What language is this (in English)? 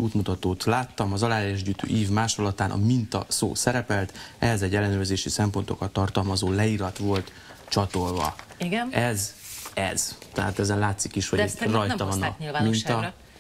Hungarian